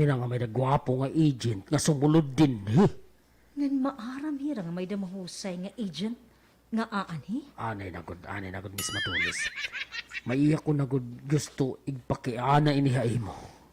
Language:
Waray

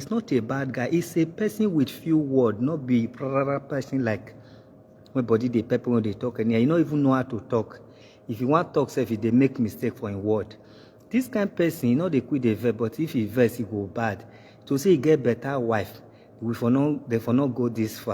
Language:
Nigerian Pidgin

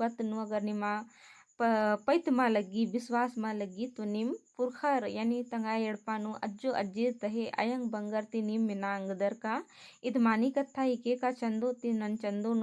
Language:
Kurukh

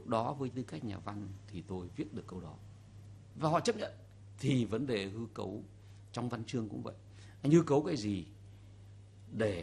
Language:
Vietnamese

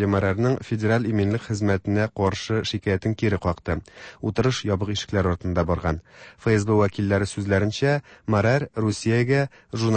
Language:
Tatar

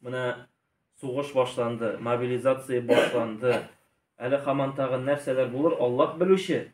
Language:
Tatar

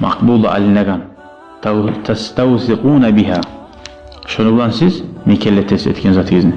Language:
Kumyk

